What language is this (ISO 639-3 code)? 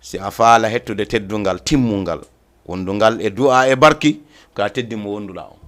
ful